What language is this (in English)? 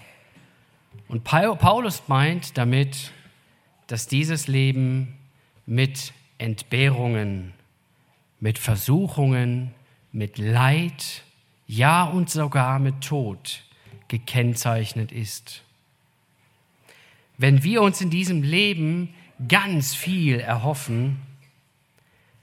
German